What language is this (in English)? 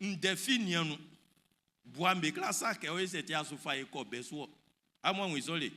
Baoulé